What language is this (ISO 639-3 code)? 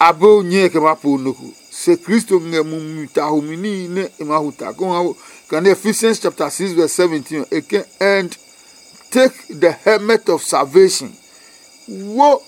ada